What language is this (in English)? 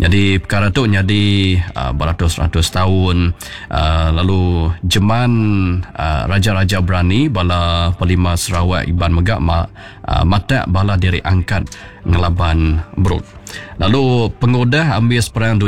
Iban